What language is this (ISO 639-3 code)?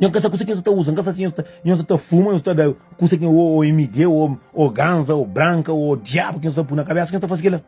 kea